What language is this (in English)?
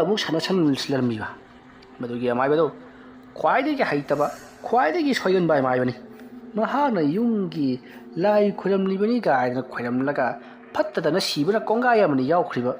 Manipuri